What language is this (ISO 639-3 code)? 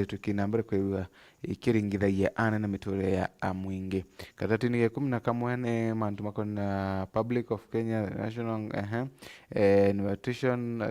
mer